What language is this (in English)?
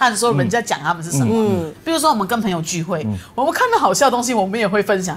Chinese